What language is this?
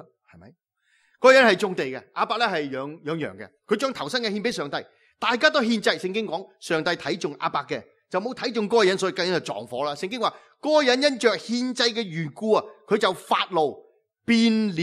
Cantonese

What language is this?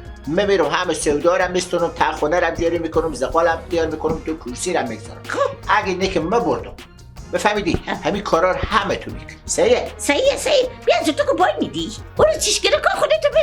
Persian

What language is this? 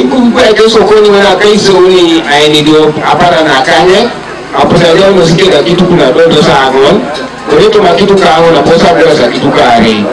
Teso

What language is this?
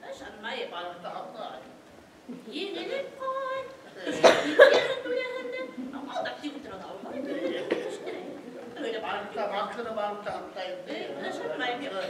Bashkir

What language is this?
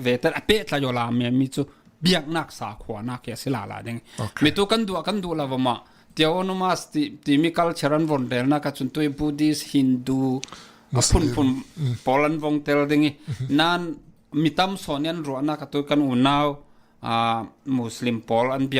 Falam Chin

